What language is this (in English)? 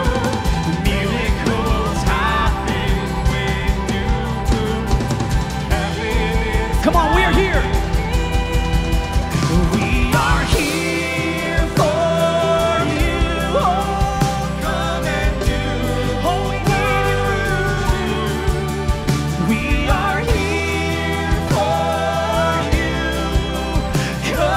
English